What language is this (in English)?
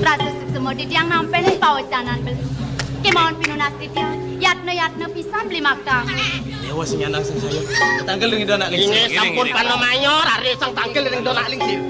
Balinese